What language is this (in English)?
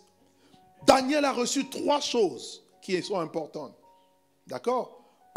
French